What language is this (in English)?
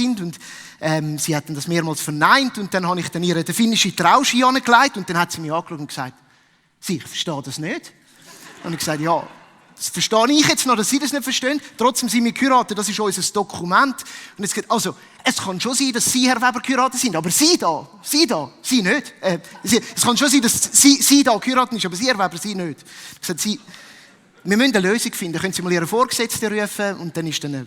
Swiss German